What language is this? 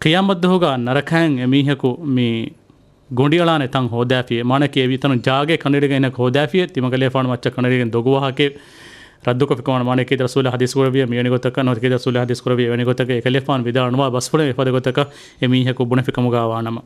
Divehi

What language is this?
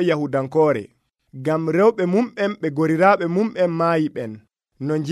Nigerian Fulfulde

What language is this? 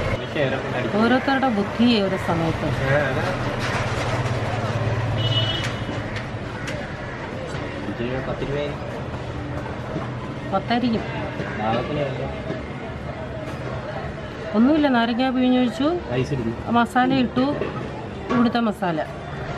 Malayalam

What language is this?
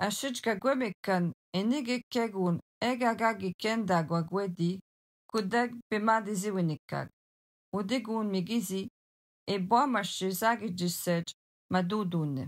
Algonquin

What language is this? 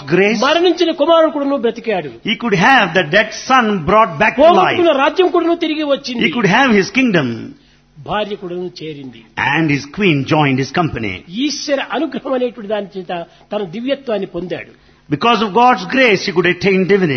Telugu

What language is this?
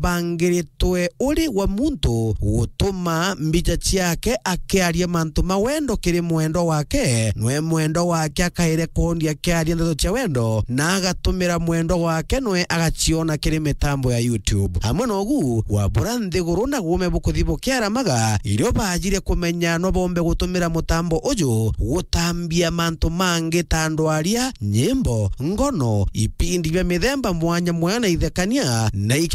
Meru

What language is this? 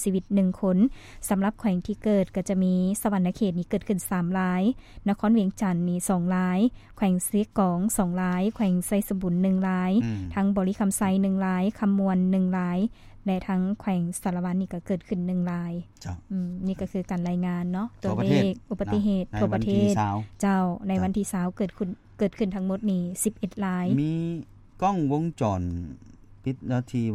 Lao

